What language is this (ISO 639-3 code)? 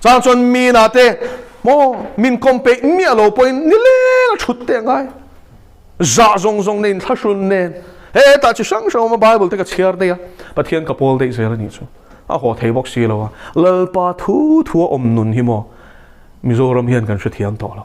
lus